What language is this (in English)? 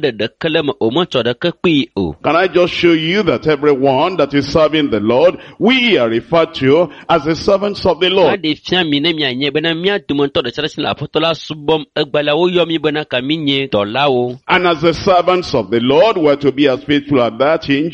Ewe